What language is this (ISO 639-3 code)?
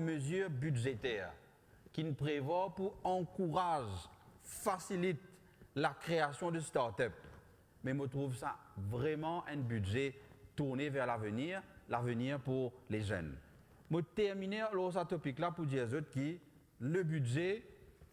mfe